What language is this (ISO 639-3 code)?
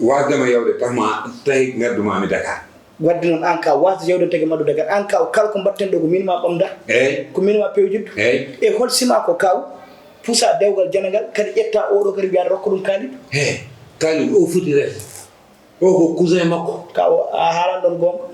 ful